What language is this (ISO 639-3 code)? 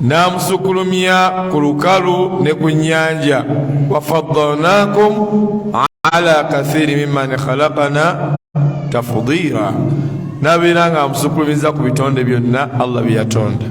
lug